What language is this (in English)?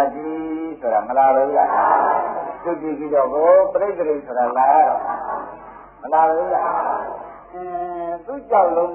Burmese